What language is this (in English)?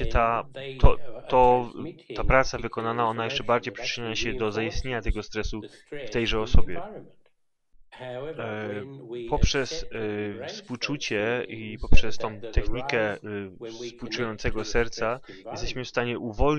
Polish